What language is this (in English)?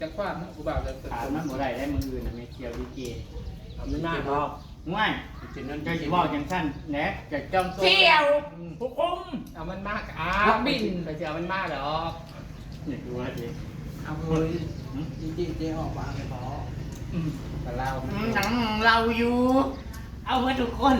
Northeastern Thai